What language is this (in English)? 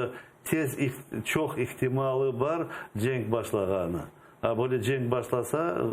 Crimean Tatar